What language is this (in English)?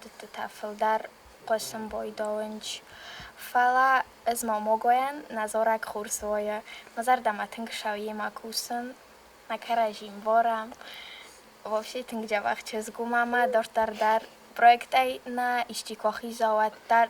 Ossetic